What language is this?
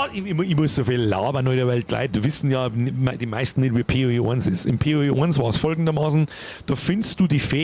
Bavarian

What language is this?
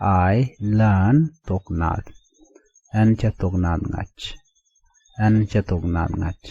Nuer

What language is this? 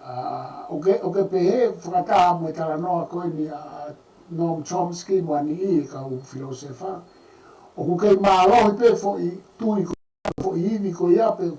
Tongan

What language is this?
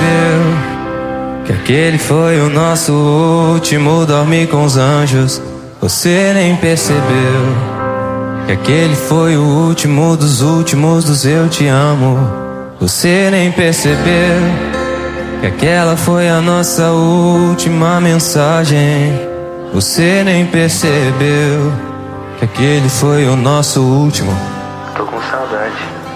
Portuguese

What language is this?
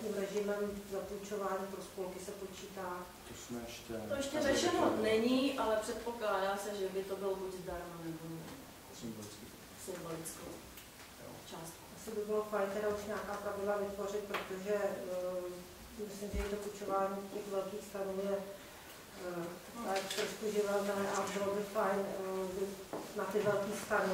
Czech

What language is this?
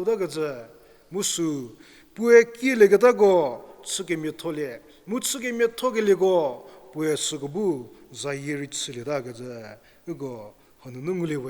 Angami Naga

